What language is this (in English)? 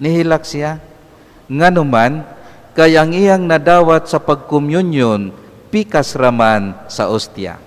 Cebuano